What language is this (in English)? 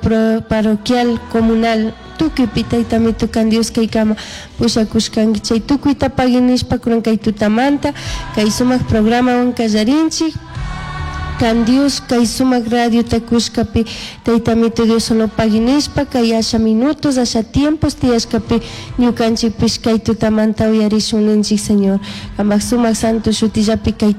Chimborazo Highland Quichua